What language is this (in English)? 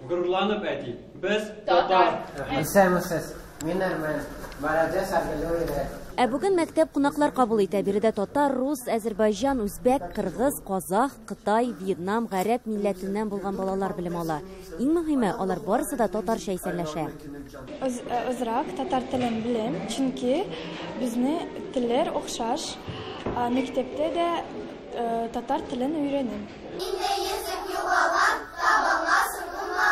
Tatar